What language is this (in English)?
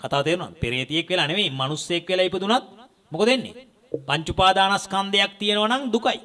Sinhala